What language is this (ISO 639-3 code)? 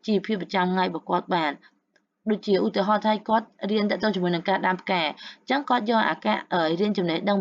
khm